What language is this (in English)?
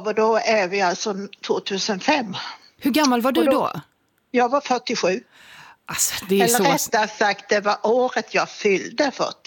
Swedish